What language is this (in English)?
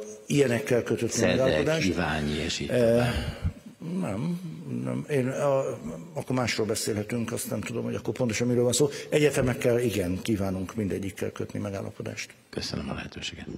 Hungarian